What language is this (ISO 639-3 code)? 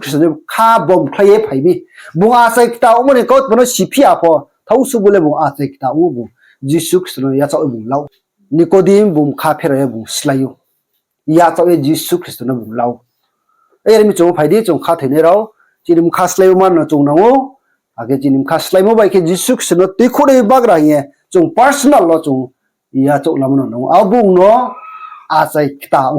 ria